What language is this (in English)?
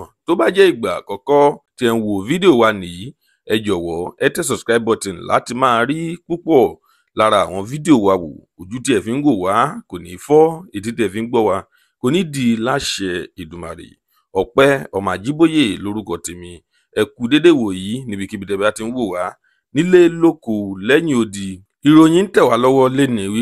Yoruba